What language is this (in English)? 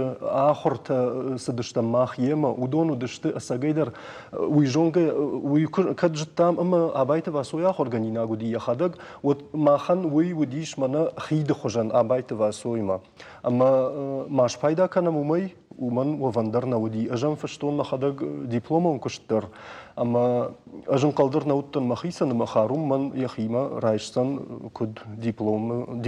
Ossetic